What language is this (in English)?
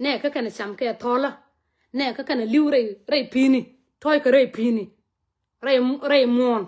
Nuer